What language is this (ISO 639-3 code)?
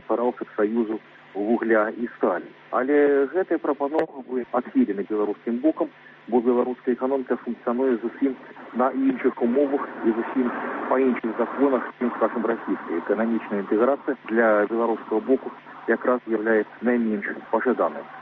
bel